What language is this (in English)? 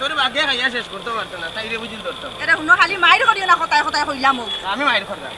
Sylheti